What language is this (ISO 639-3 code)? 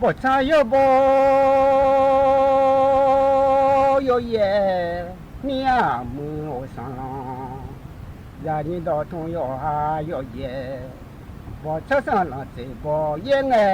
ahk